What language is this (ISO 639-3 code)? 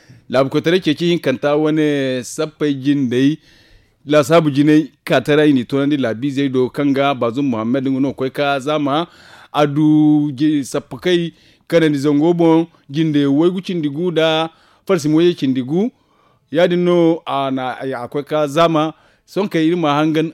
dje